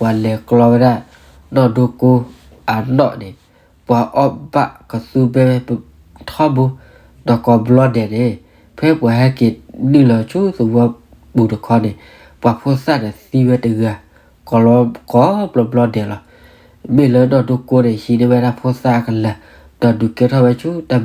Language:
S'gaw Karen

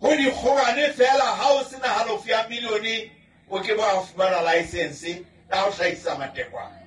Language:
Southern Sotho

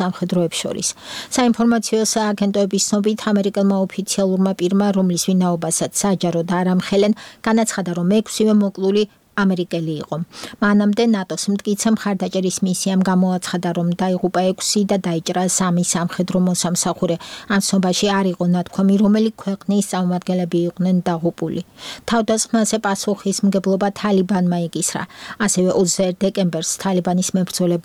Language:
Georgian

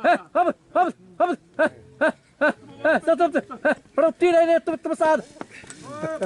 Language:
Xavánte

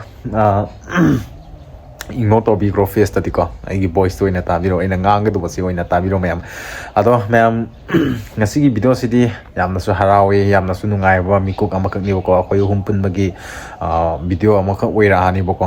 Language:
Manipuri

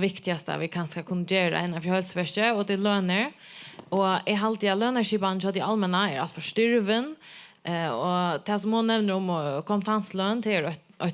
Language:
Faroese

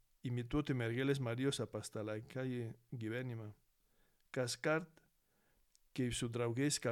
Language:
Lithuanian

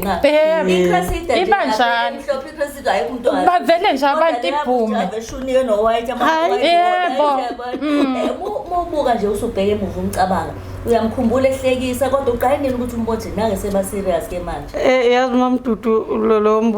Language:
Zulu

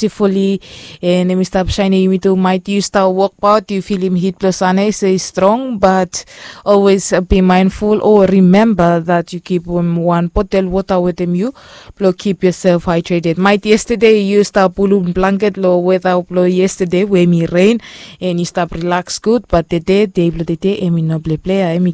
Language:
Bislama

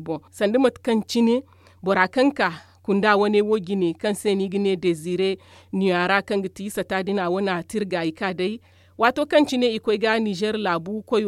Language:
Zarma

